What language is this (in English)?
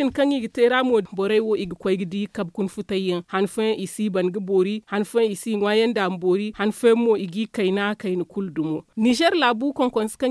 Zarma